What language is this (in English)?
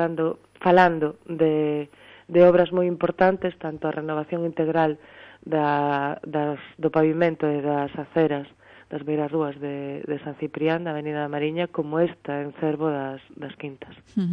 Galician